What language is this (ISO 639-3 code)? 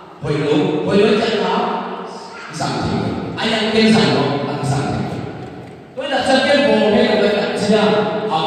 ctd